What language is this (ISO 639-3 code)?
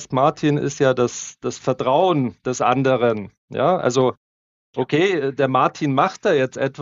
deu